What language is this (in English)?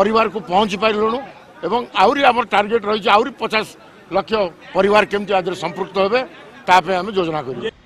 Odia